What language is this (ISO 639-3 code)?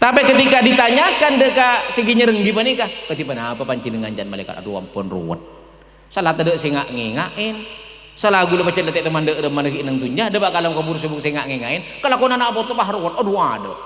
mad